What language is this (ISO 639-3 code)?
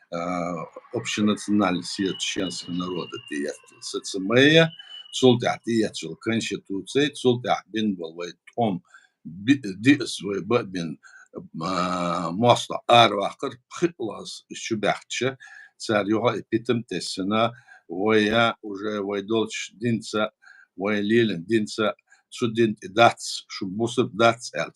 che